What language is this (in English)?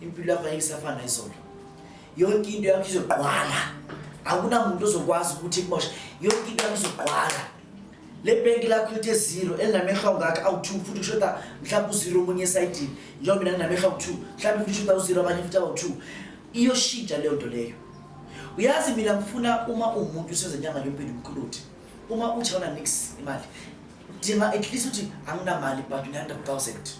Zulu